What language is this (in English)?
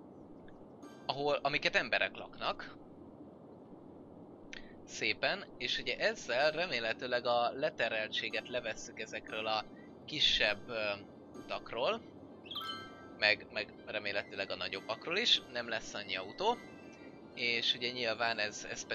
Hungarian